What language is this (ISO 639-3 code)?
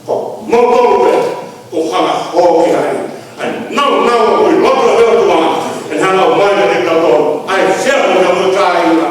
ton